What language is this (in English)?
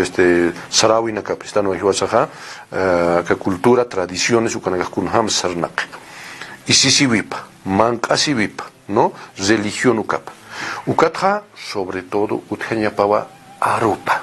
Aymara